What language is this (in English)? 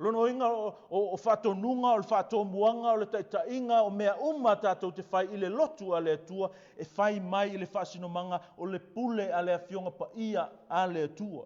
Samoan